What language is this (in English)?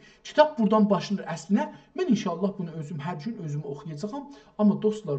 South Azerbaijani